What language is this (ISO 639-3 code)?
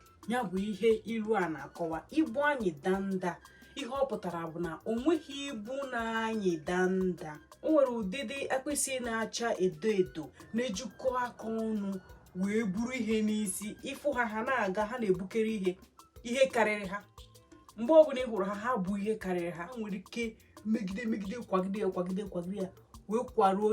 ibo